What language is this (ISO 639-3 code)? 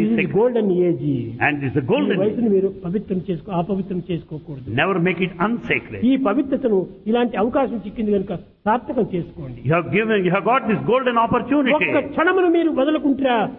tel